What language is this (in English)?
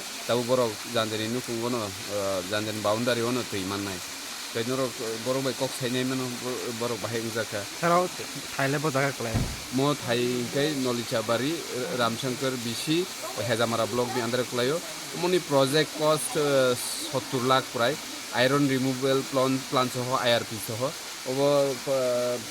Kok Borok